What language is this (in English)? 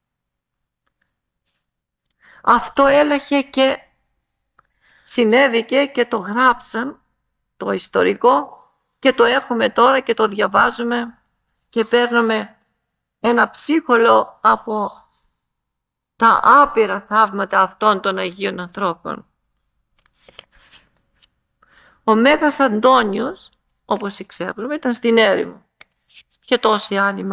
Greek